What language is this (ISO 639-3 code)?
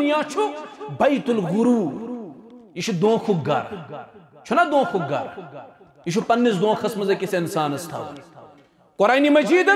kas